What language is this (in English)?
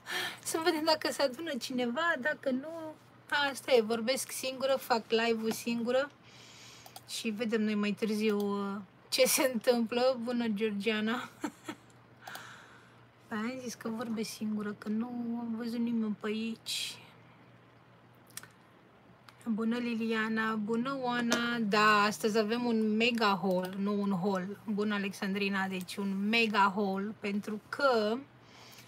Romanian